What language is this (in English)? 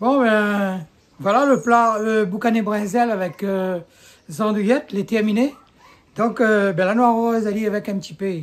Réunion Creole French